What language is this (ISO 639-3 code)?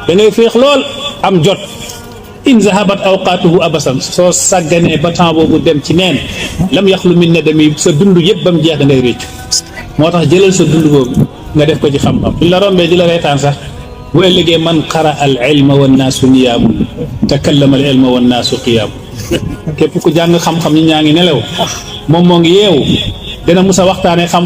wol